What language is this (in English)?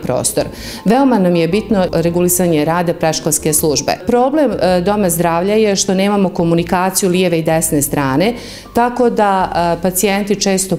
Bosnian